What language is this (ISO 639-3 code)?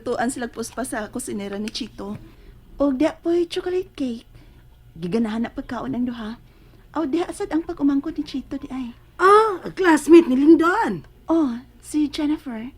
ceb